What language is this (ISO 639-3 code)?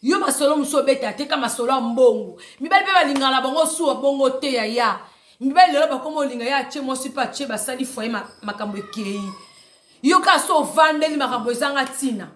lin